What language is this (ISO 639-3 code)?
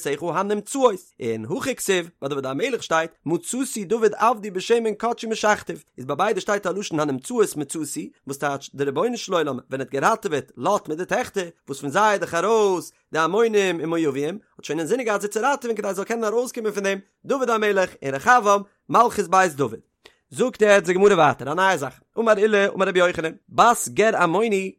yid